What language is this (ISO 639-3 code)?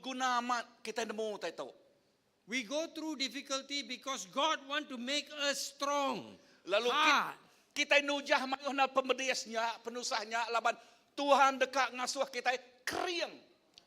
iba